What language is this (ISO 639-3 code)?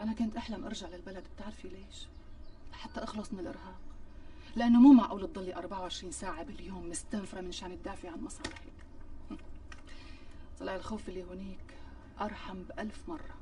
apc